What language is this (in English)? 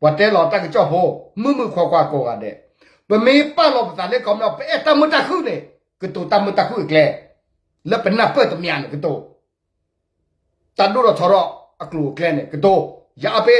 S'gaw Karen